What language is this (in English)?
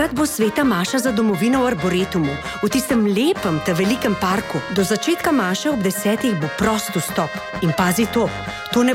Slovenian